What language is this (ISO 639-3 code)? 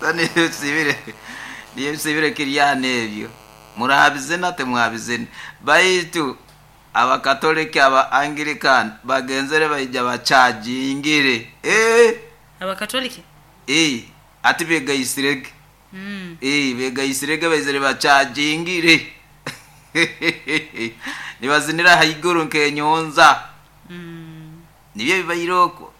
nyo